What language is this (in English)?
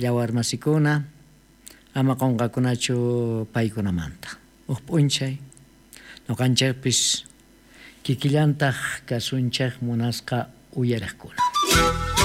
South Bolivian Quechua